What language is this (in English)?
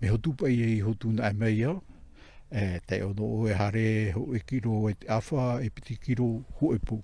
Tahitian